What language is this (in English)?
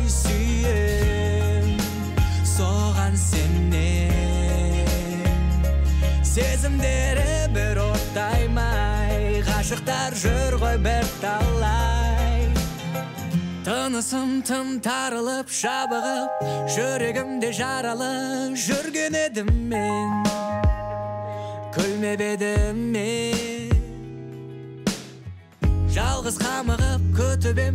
Kazakh